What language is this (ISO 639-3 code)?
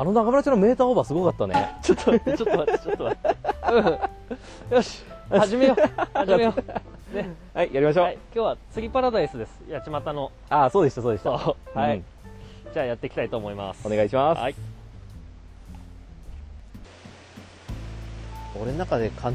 jpn